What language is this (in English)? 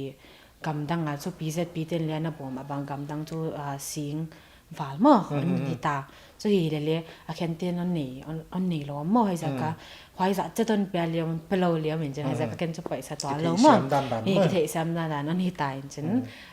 Paite Chin